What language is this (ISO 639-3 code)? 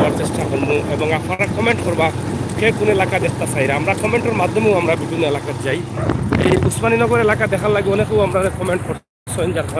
syl